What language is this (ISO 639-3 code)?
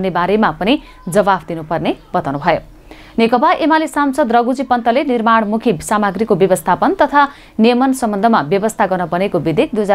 nep